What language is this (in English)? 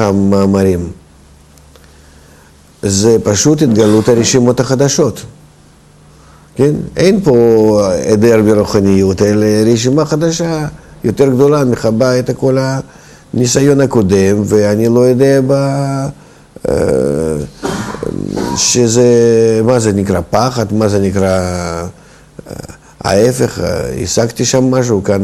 Hebrew